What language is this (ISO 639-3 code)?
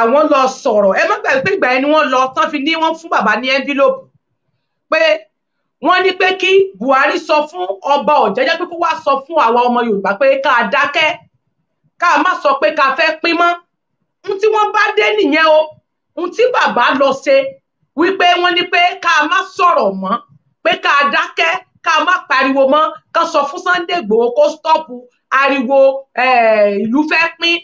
yor